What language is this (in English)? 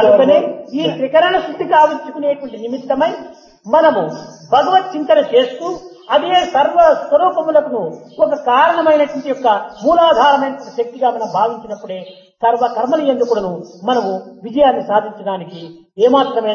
Telugu